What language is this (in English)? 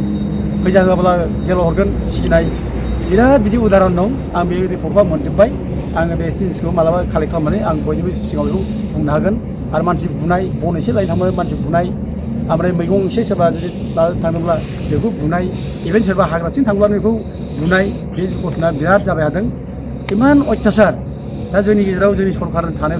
Bodo